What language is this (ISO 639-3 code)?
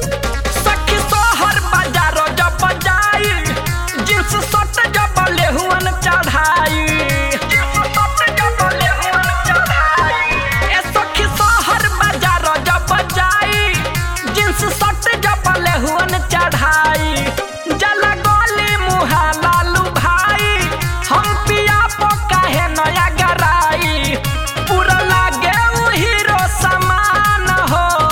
bho